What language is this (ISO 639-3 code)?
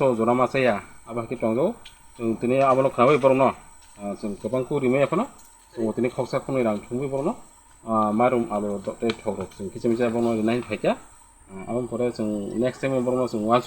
trp